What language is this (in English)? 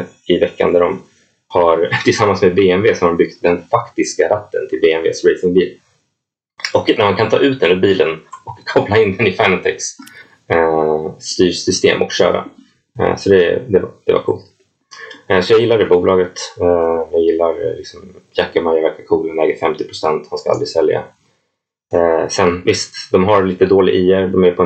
Swedish